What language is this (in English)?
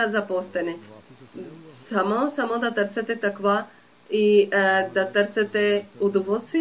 Bulgarian